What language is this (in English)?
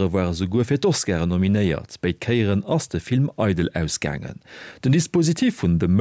Luxembourgish